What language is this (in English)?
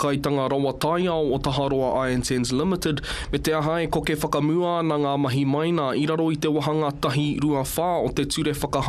Māori